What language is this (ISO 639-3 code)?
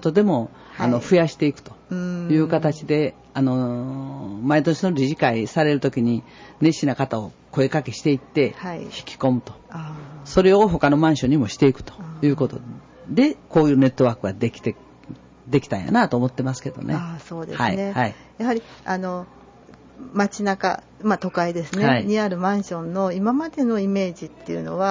jpn